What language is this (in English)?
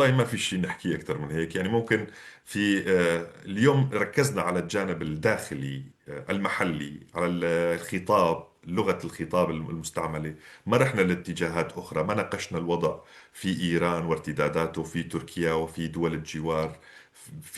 North Levantine Arabic